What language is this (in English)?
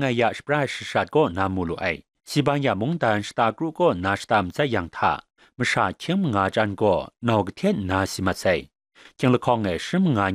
Kachin